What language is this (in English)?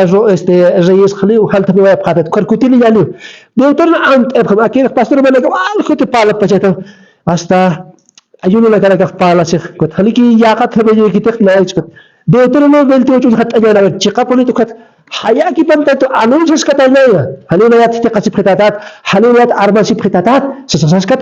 Aymara